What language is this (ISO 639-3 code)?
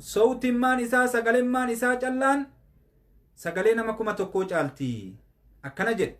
orm